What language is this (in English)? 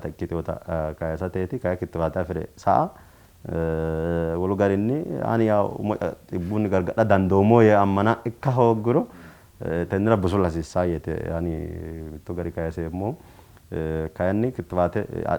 Sidamo